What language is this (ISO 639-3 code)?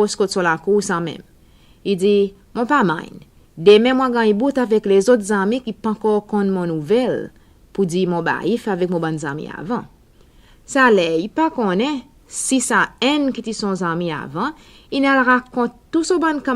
crs